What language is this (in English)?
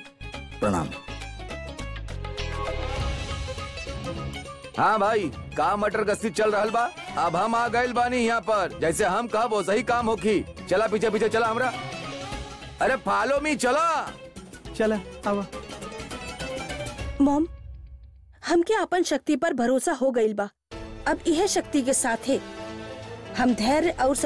Bhojpuri